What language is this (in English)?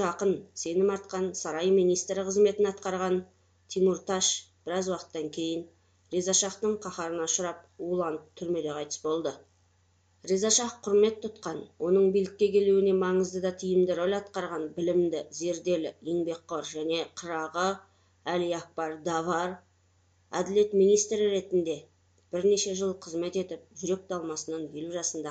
Kazakh